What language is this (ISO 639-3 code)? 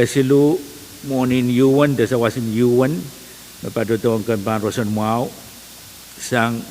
pon